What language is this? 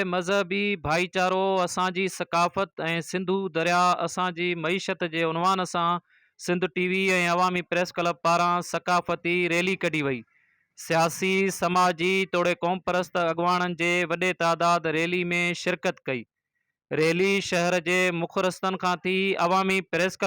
Sindhi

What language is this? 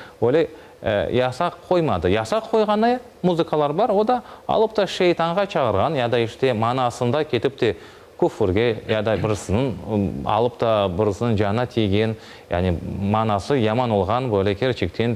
Crimean Tatar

